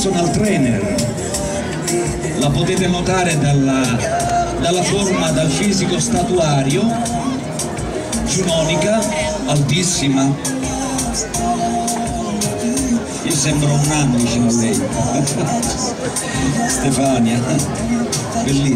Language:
Italian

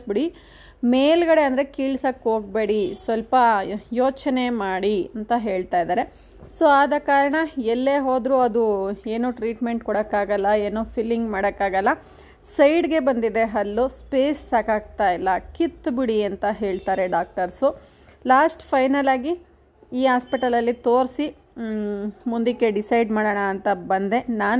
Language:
Kannada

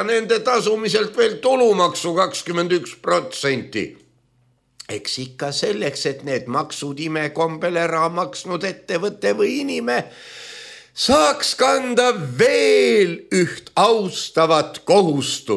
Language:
Estonian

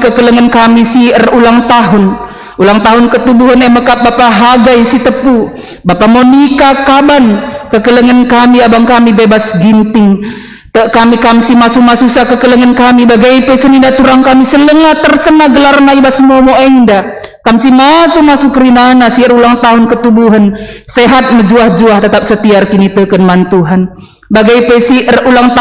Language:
Batak Karo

